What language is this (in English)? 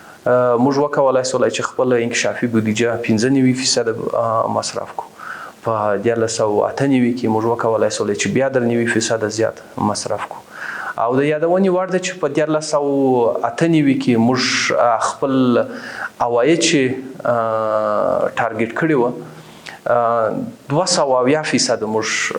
Pashto